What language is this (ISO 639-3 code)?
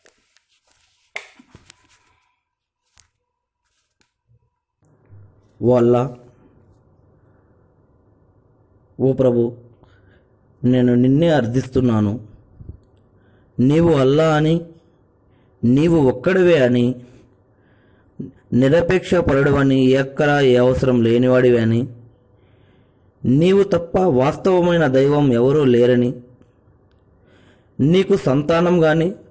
tel